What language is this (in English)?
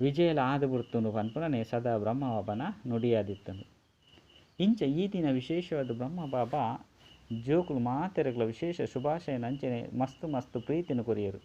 Tulu